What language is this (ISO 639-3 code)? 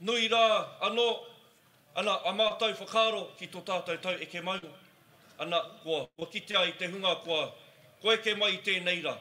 mri